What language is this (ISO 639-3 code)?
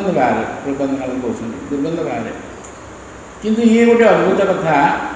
ori